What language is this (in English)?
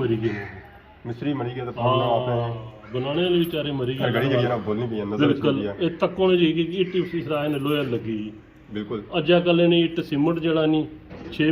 Pahari-Potwari